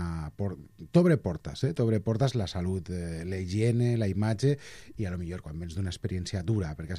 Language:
Catalan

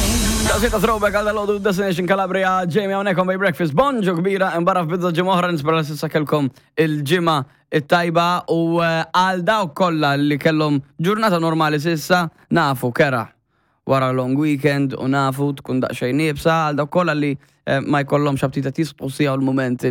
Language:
Maltese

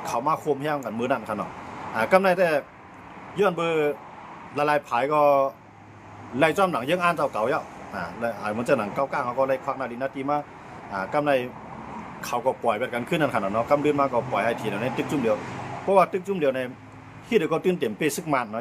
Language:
Shan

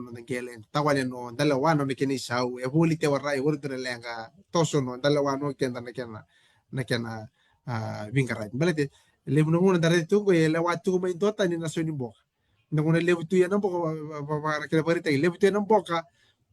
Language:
Fijian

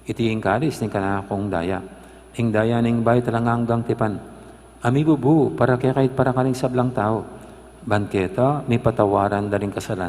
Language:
Pampanga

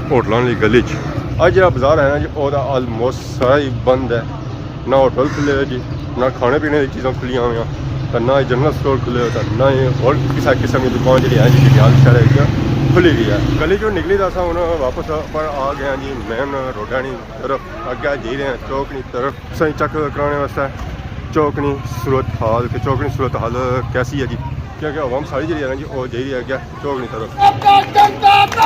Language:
Pahari-Potwari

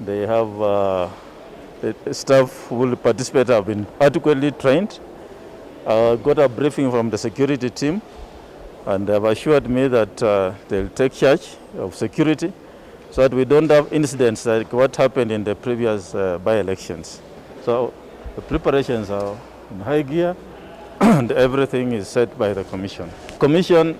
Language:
Kamba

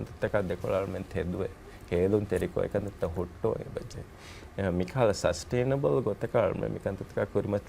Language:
Divehi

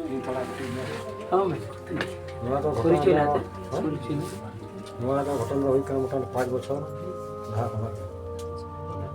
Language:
Santali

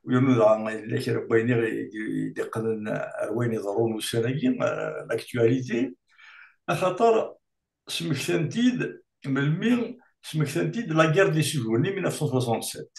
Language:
Kabyle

